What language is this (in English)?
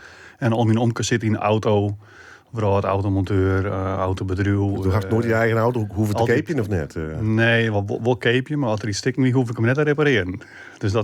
Western Frisian